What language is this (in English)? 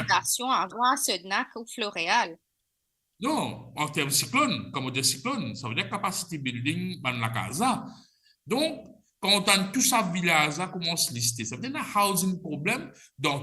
Morisyen